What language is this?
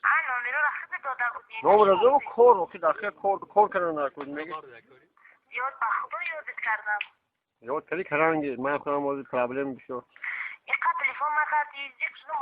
Tajik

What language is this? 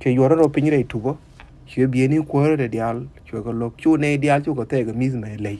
Nuer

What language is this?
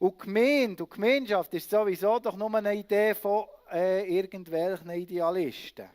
Swiss German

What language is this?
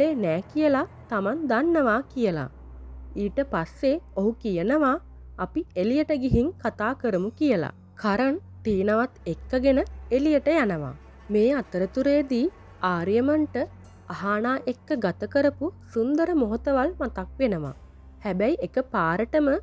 Sinhala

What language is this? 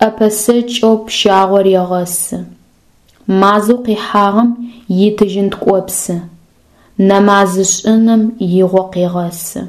Adyghe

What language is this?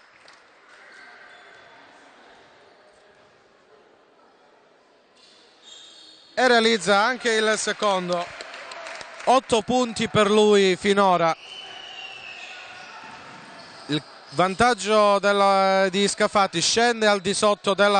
Italian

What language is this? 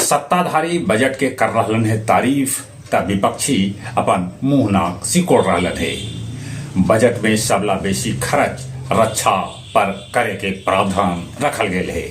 Magahi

